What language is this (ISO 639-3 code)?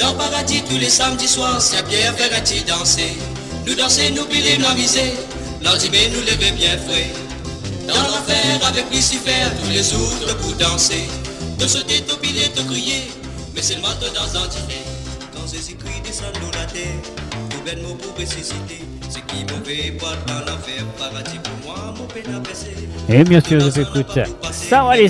mfe